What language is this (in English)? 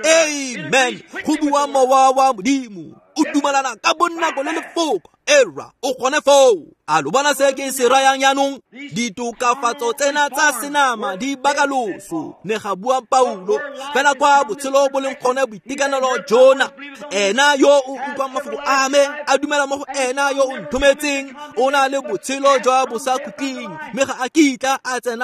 Tswana